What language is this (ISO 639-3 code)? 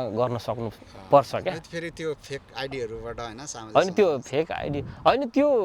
nep